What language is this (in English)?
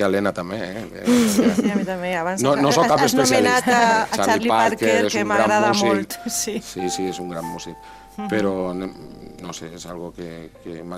Catalan